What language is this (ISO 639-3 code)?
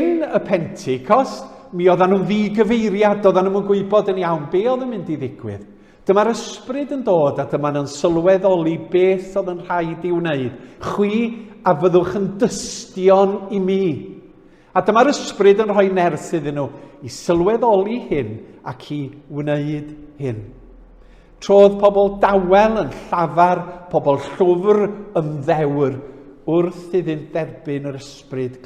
cym